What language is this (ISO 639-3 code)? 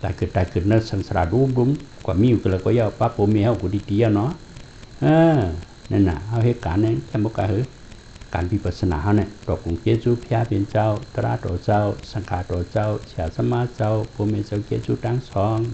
shn